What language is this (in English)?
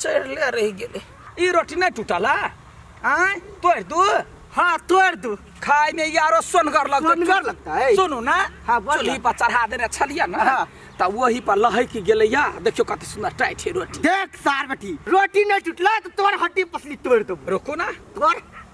Maithili